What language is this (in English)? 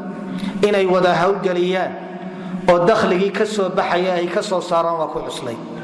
Somali